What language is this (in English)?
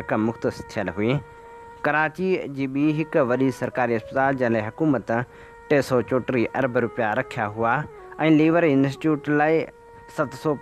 Sindhi